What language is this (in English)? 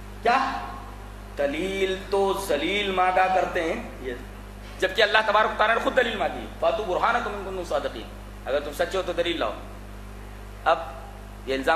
Urdu